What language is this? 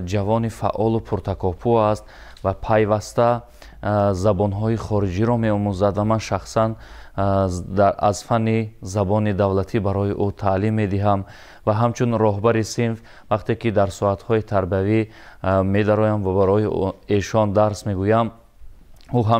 Tajik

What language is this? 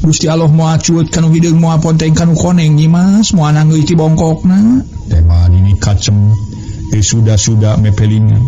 Sundanese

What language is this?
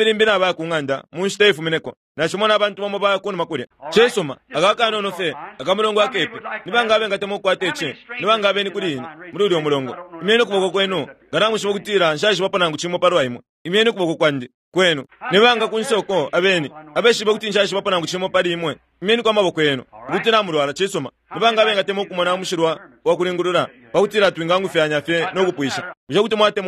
Bemba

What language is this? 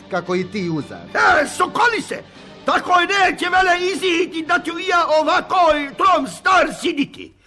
Serbian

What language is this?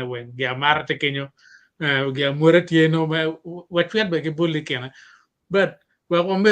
Acoli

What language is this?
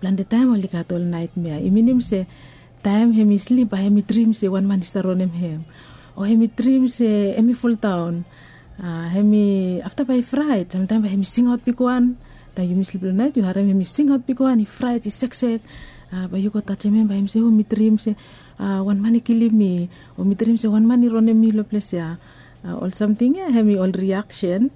Bislama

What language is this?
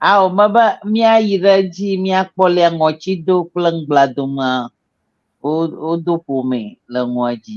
Ewe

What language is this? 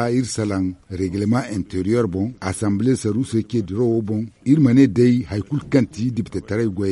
Zarma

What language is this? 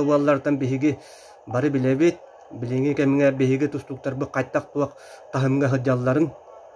Yakut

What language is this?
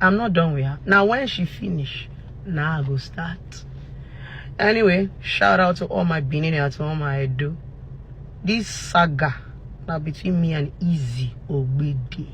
Nigerian Pidgin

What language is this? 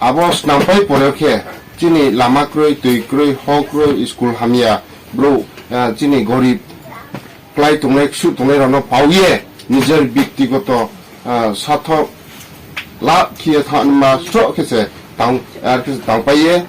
Riang (India)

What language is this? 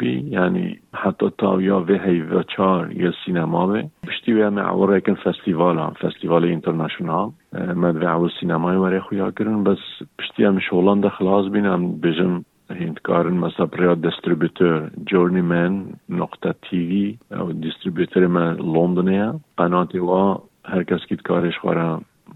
Kurdish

